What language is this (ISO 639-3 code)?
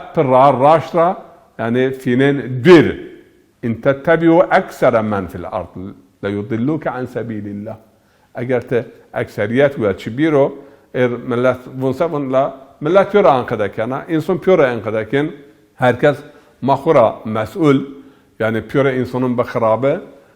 zza